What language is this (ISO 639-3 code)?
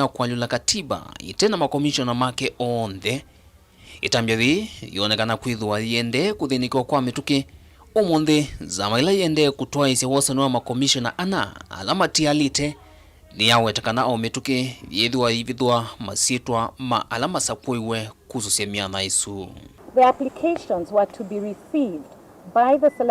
kam